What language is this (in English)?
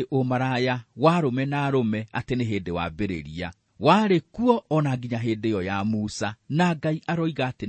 Kikuyu